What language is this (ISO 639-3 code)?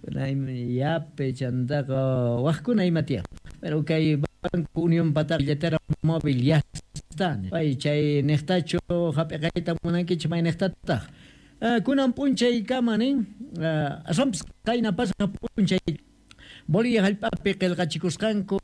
que